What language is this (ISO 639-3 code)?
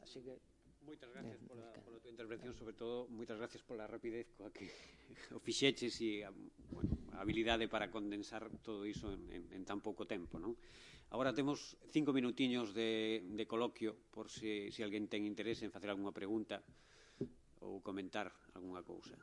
glg